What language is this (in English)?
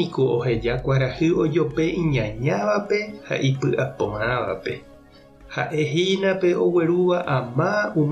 Guarani